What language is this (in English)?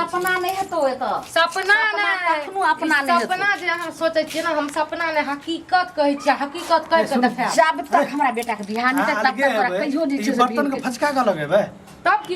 Maithili